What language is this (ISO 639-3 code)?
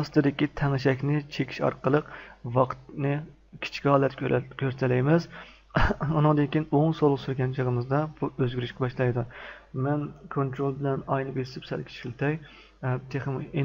uig